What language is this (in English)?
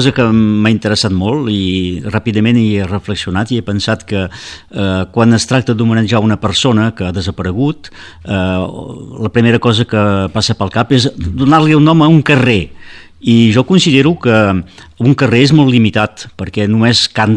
Catalan